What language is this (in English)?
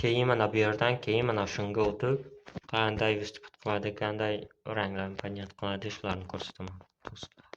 Uzbek